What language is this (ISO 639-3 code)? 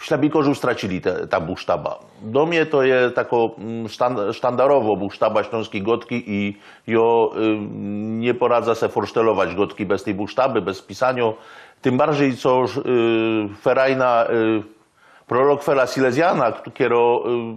szl